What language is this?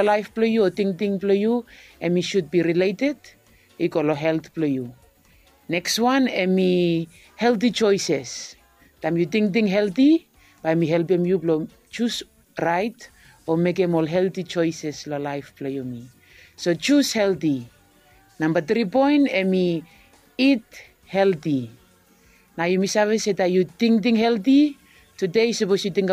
Bislama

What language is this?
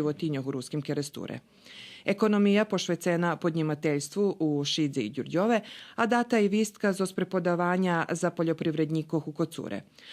Rusyn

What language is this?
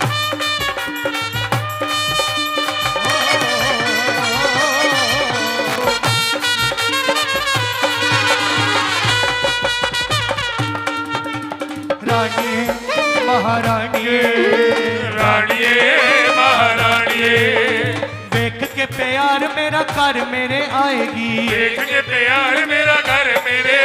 Hindi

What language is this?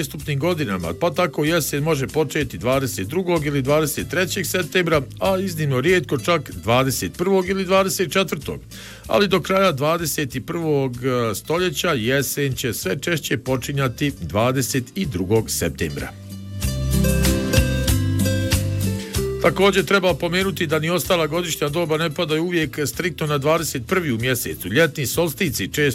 Bosnian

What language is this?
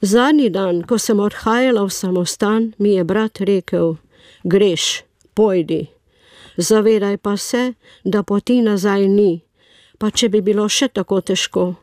Slovenian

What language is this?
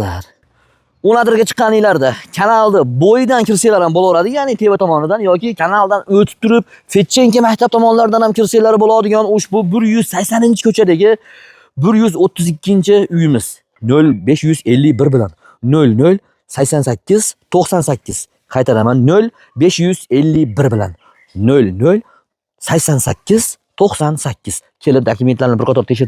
Uzbek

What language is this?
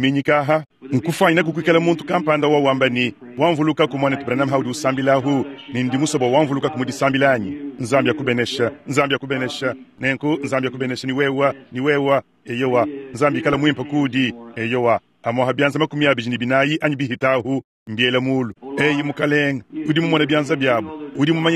Luba-Lulua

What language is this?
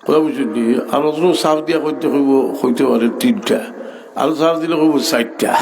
Sylheti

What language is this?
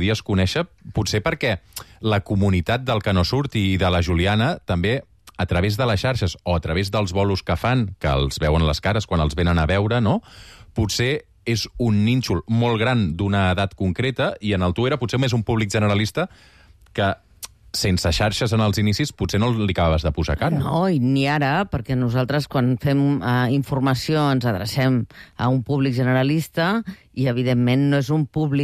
Catalan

